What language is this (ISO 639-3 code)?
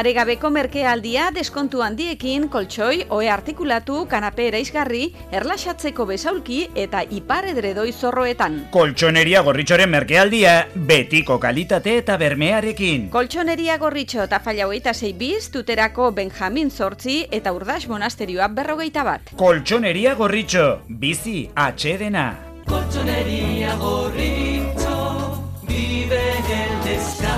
eus